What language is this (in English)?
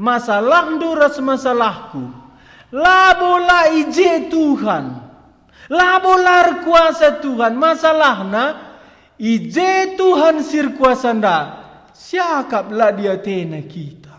Batak Karo